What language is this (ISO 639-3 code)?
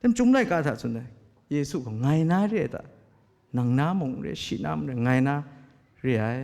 kac